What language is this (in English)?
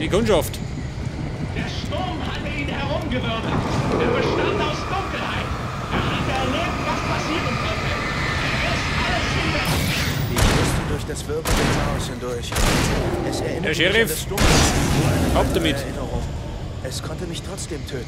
Bavarian